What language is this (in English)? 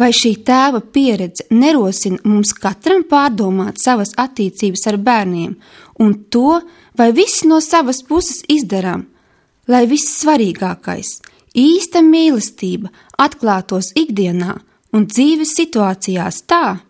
Latvian